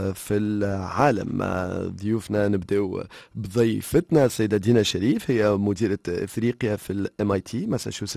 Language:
Tunisian Arabic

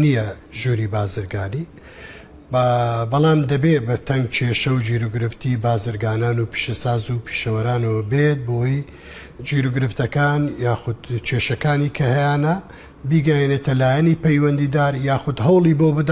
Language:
Central Kurdish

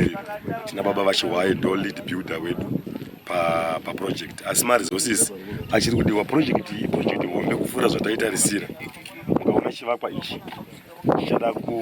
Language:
Shona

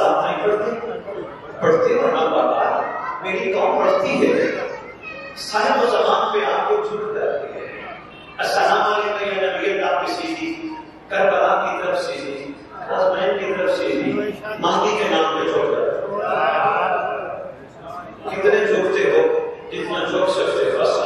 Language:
Urdu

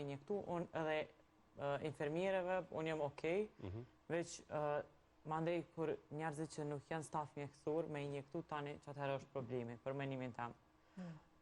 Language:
Albanian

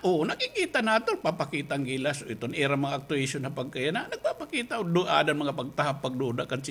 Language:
Waray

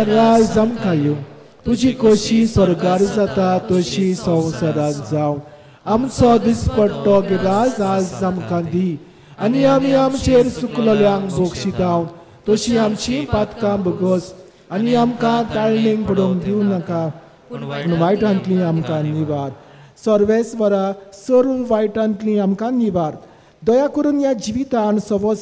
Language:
Konkani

